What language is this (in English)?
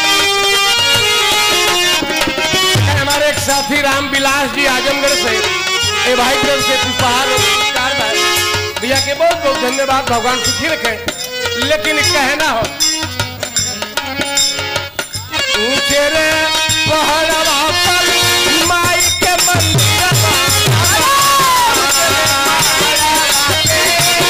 Bhojpuri